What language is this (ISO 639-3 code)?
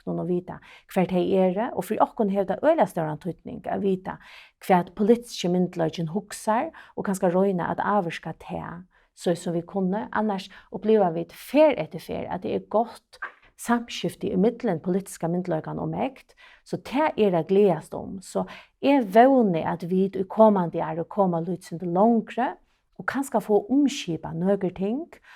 fao